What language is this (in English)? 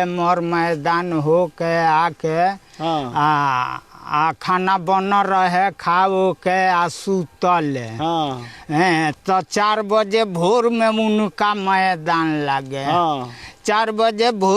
Bhojpuri